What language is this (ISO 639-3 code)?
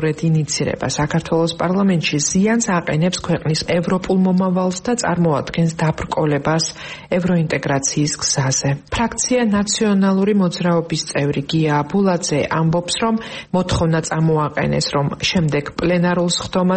kat